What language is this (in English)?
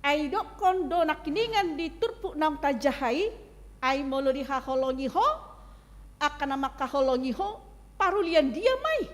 Batak Toba